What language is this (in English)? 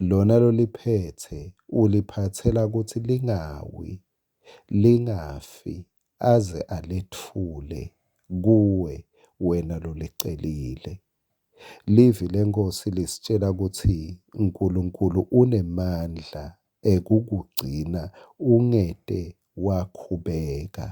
Swati